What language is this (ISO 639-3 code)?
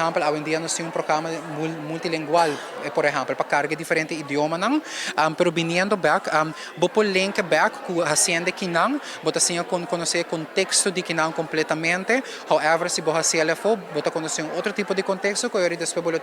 pap